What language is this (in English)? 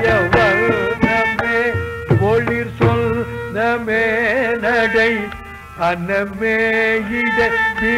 Tamil